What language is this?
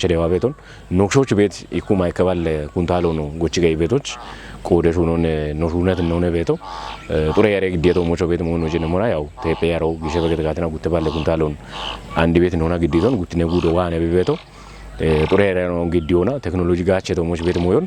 Kafa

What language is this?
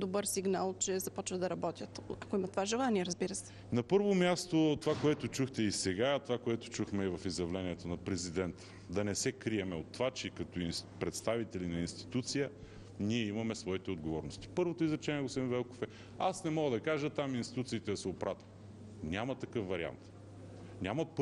Bulgarian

